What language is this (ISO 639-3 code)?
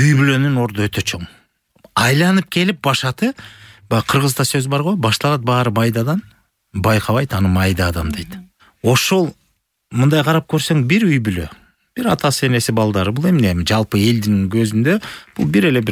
kir